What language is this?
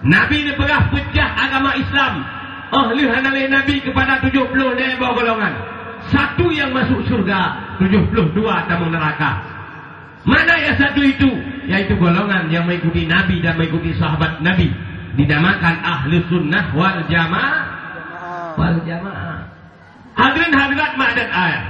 Achinese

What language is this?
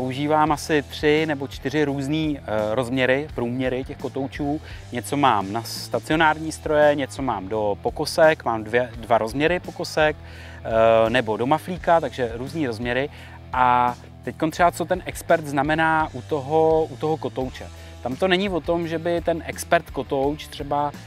Czech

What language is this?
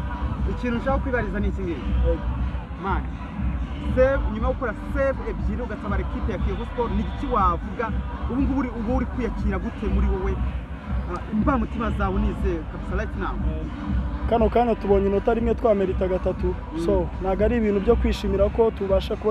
Kinyarwanda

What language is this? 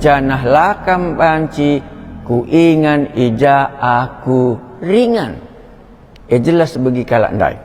Batak Karo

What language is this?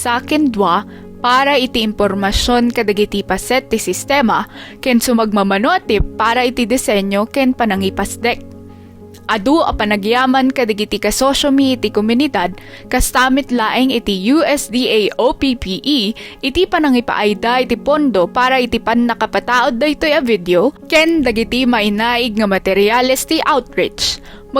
Iloko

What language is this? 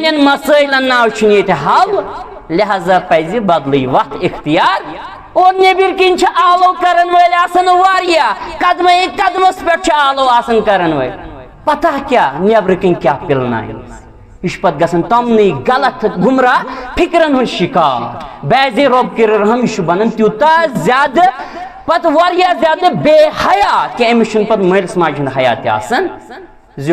Kashmiri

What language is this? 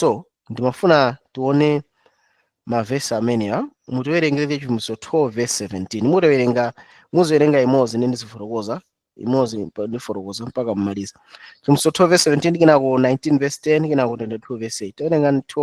Nyanja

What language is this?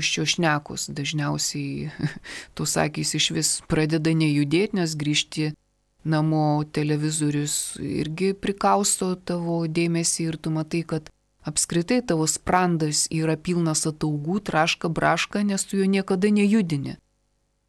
Lithuanian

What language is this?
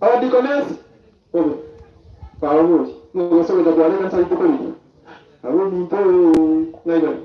Gusii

